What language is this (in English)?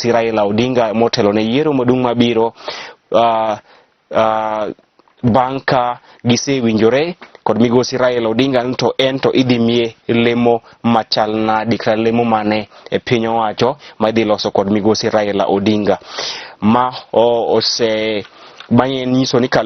Luo (Kenya and Tanzania)